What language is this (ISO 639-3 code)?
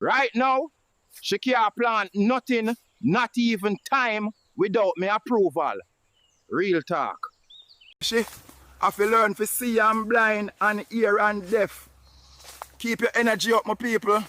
jam